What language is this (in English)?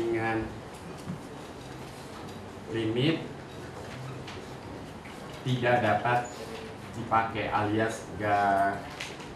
Indonesian